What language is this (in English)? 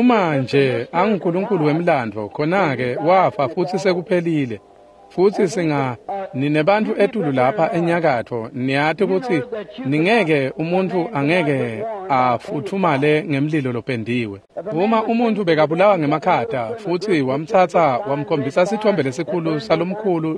Swati